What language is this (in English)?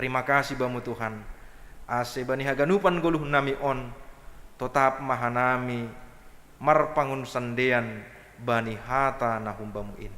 Batak Simalungun